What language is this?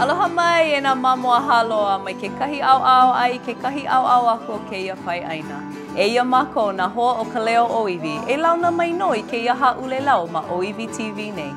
Hawaiian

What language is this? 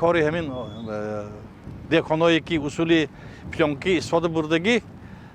Tajik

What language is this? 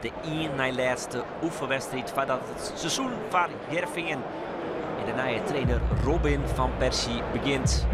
Western Frisian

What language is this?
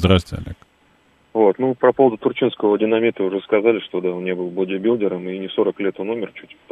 Russian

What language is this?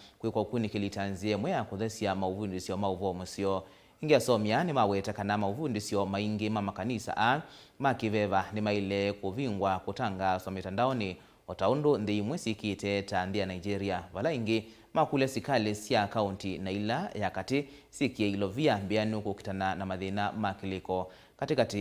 Kamba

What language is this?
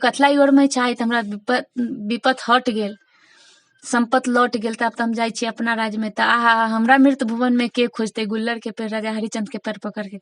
Maithili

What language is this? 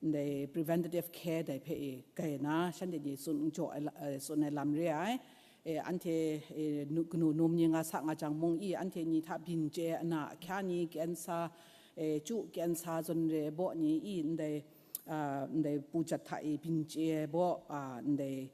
Kachin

